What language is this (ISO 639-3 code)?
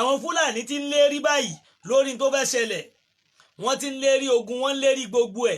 yor